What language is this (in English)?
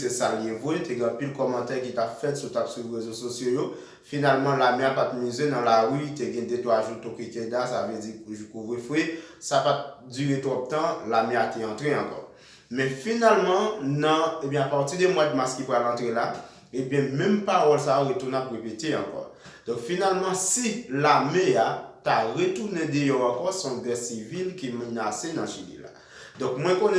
Haitian Creole